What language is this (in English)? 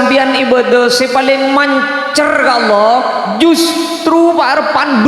Madurese